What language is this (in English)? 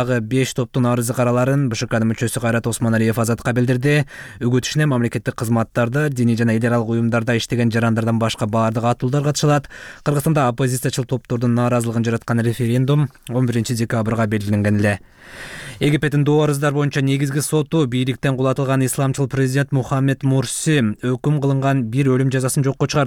Kyrgyz